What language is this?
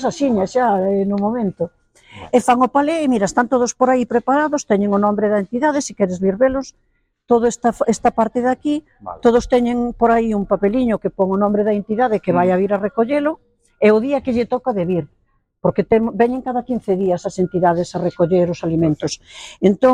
Galician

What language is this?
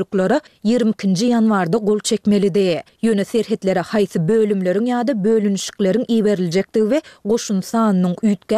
Turkmen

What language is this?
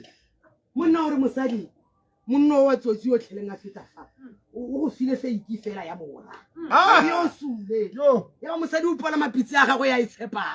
Tswana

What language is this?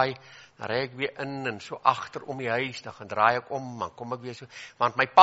Afrikaans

